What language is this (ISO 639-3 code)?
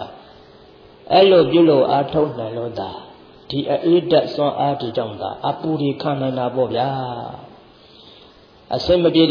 mya